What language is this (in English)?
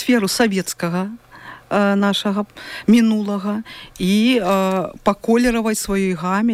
Belarusian